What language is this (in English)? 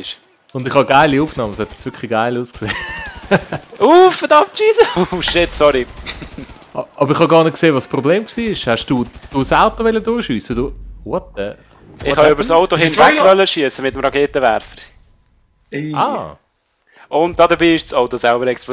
Swiss German